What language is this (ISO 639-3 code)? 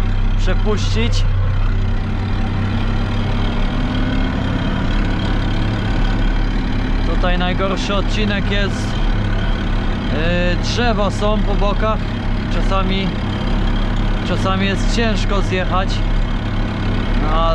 pol